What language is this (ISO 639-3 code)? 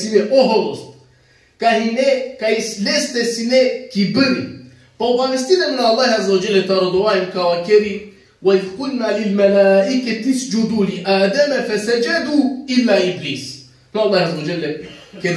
rmn